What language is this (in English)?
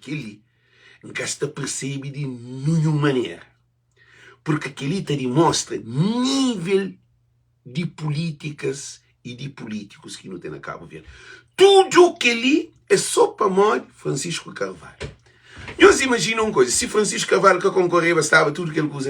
Kabuverdianu